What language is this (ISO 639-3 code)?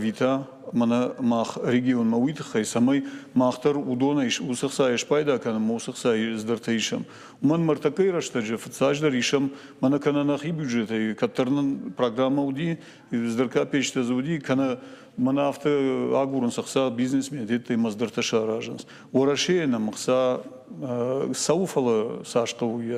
oss